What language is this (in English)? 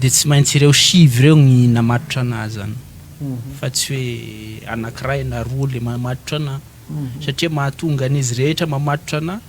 Malagasy